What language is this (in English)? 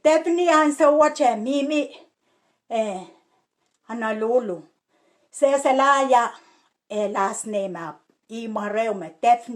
Pohnpeian